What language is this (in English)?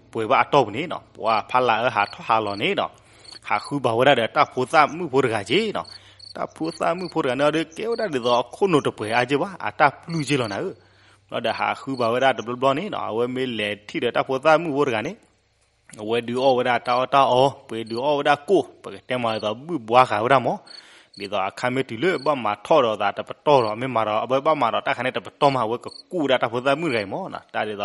S'gaw Karen